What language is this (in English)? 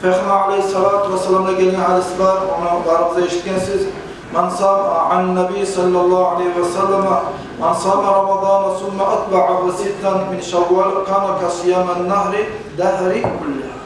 Kumyk